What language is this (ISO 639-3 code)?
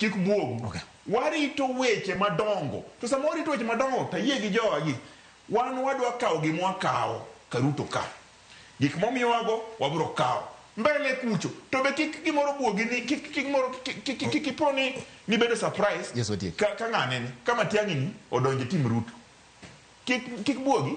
luo